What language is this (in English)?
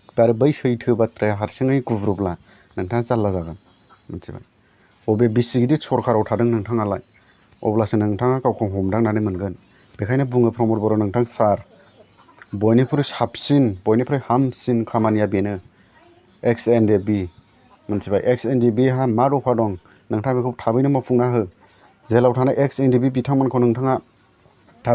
Bodo